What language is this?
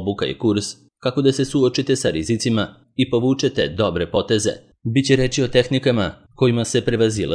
Serbian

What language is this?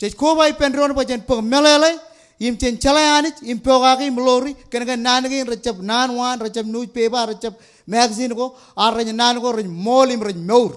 Marshallese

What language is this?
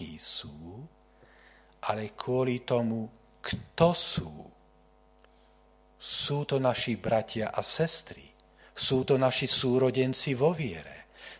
Slovak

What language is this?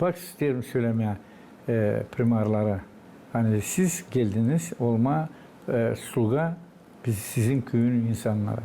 Gagauz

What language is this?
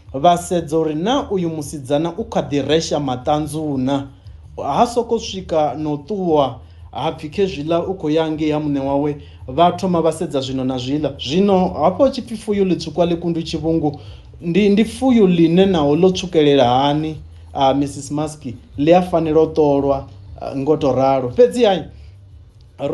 Venda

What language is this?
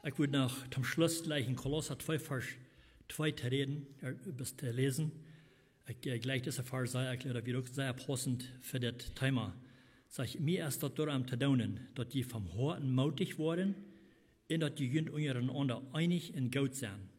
Plautdietsch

